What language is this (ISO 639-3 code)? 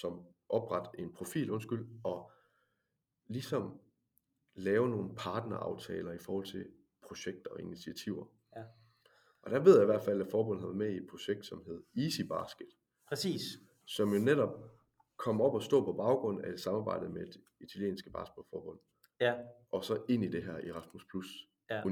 dan